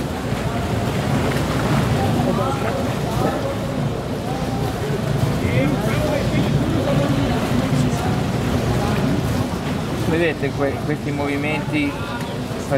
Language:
Italian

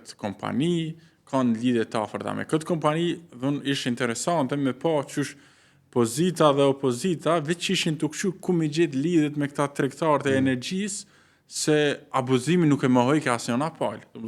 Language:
Albanian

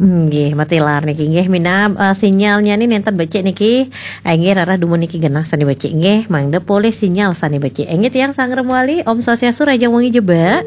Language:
Balinese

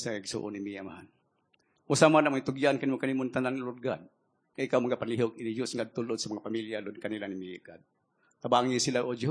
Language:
Cebuano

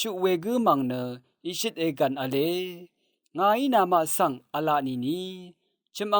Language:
Rawang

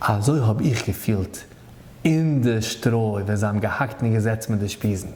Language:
Yiddish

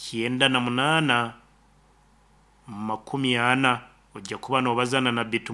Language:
Nyoro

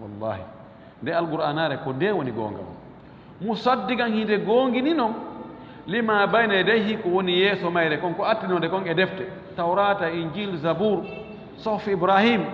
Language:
Fula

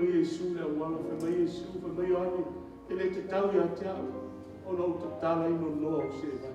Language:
Samoan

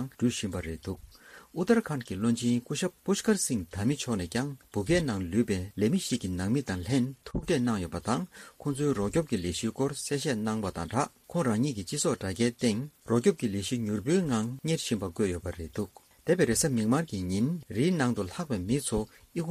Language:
Tibetan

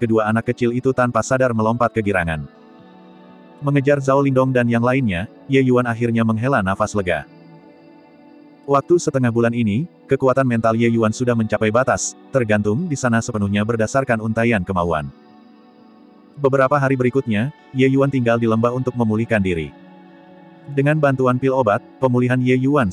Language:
Indonesian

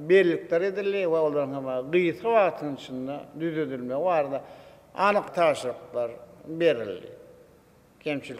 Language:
Turkmen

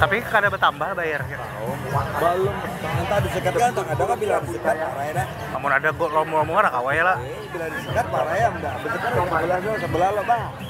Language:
Banjar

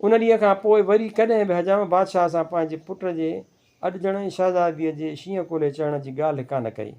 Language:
Sindhi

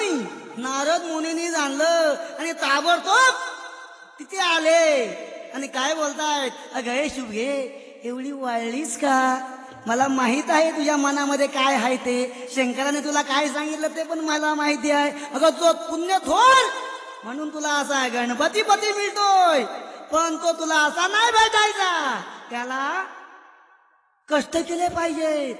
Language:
Marathi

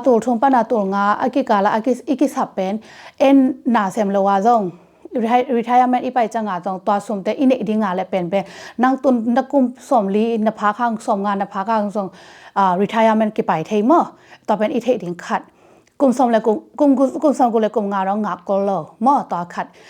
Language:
Tedim Chin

